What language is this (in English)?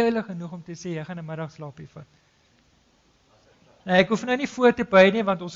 Afrikaans